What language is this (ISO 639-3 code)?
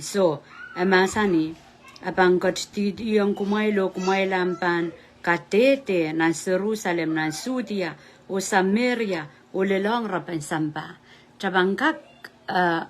pon